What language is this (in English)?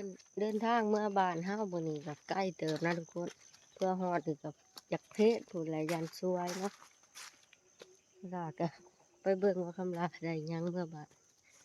Lao